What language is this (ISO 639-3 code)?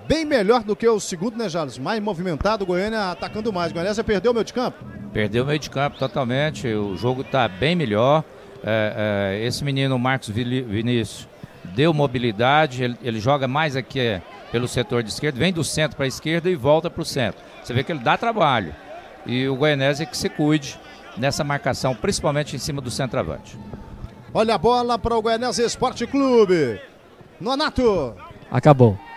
por